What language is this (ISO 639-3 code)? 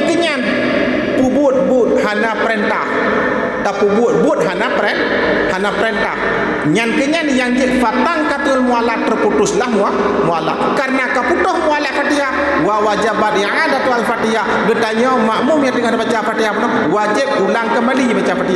ace